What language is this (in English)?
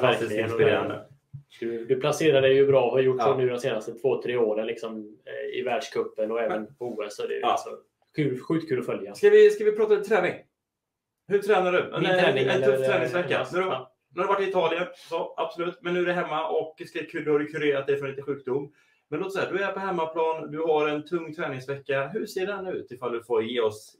Swedish